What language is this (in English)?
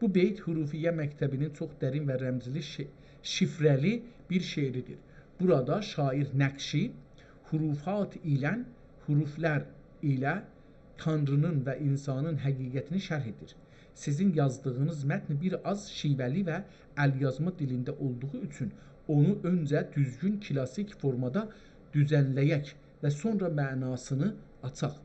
South Azerbaijani